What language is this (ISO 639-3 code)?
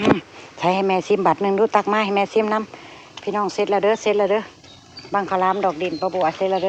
tts